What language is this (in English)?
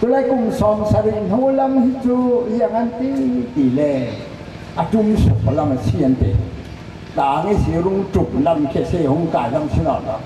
Falam Chin